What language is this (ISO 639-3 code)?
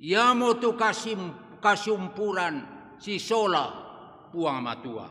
sda